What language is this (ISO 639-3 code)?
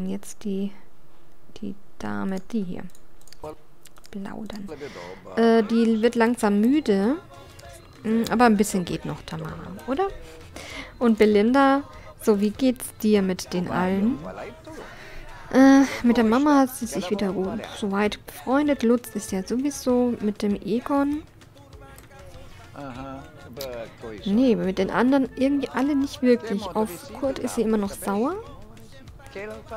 deu